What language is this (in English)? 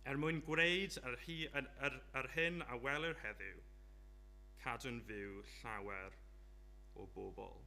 Welsh